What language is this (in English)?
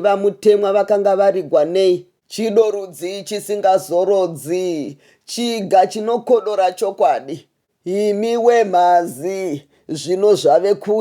Shona